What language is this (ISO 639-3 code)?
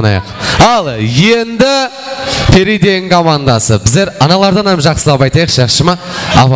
kaa